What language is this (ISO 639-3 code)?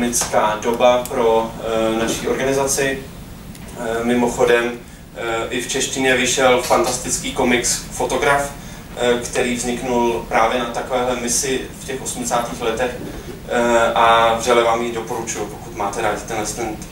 ces